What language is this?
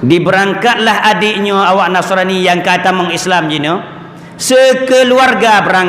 Achinese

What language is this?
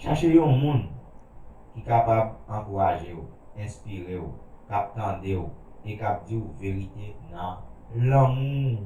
Haitian Creole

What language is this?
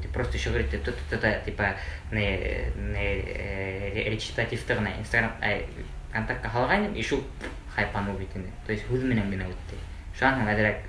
Bashkir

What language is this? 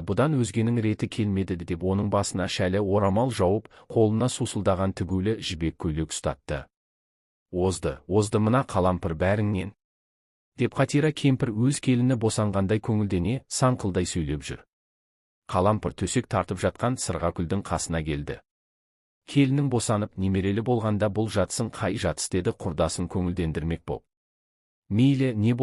Kazakh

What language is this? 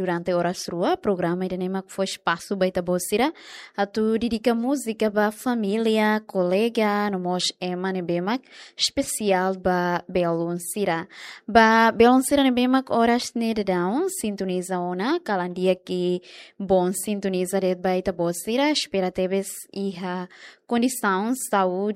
Tetum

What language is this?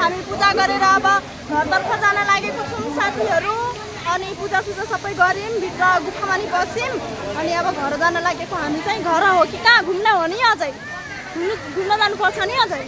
Nepali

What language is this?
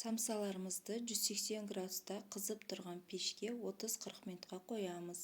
Kazakh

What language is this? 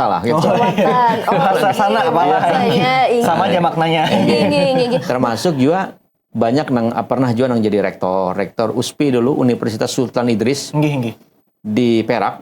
Banjar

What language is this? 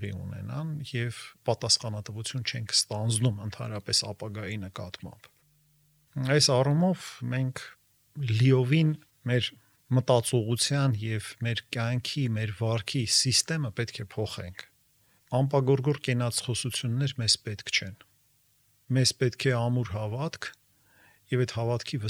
Armenian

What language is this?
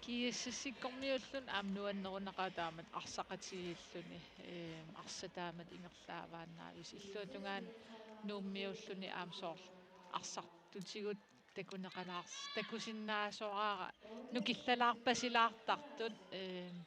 Kalaallisut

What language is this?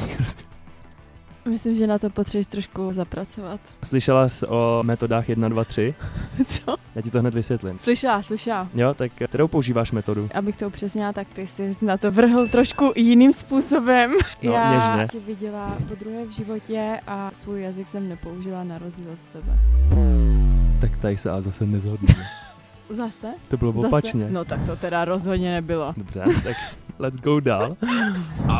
Czech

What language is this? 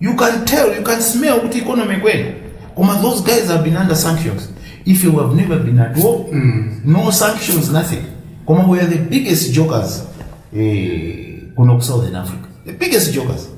Nyanja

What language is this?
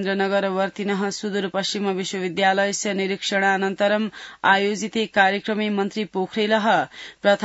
Sanskrit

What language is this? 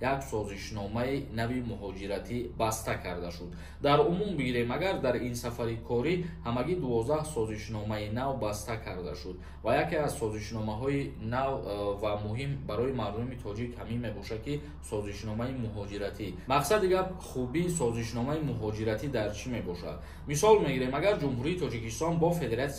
Tajik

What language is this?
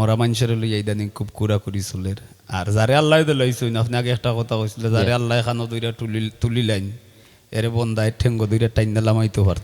Sylheti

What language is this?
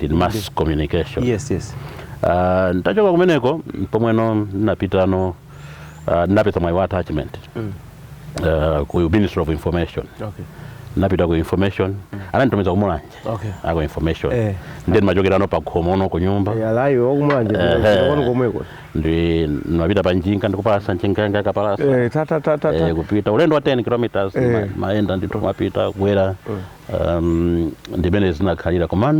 Nyanja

